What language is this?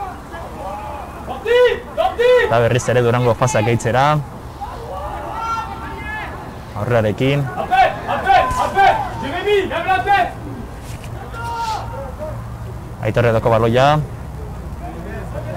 Basque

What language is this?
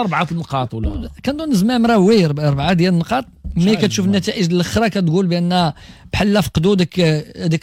Moroccan Arabic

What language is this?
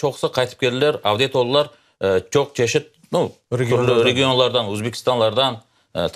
Crimean Tatar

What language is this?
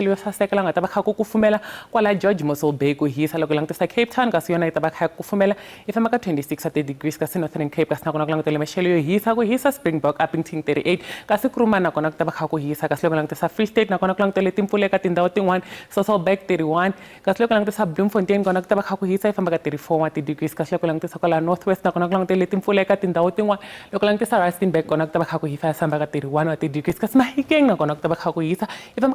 Tsonga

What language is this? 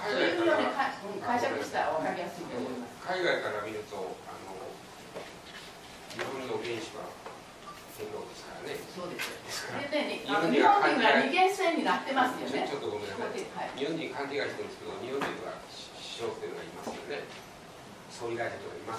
Japanese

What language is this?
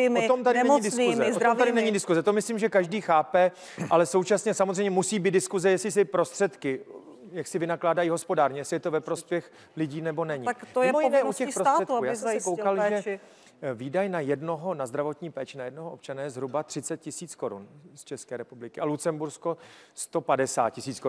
Czech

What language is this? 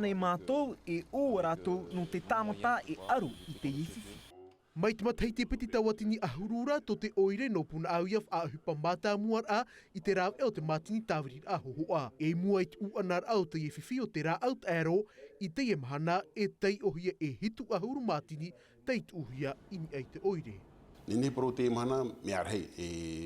Tahitian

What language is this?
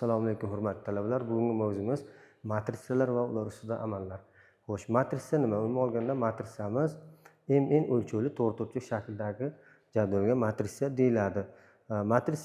Uzbek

